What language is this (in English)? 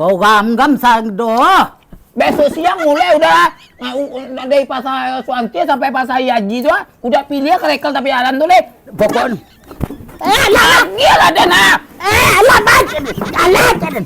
Minangkabau